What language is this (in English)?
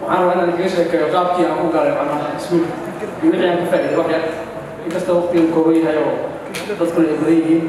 Somali